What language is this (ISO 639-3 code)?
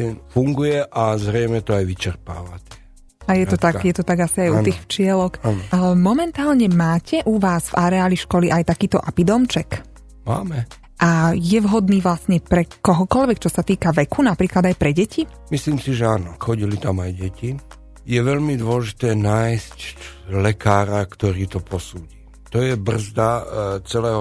slk